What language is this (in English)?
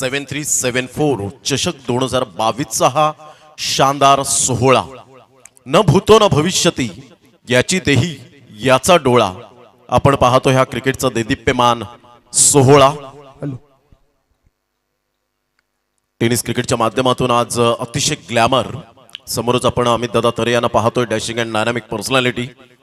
Marathi